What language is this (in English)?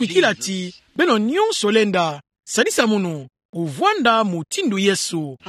Kituba (Democratic Republic of Congo)